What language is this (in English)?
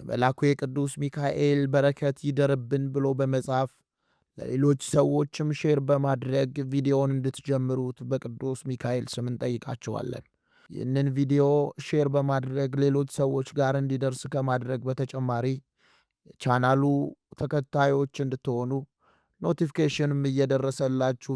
Amharic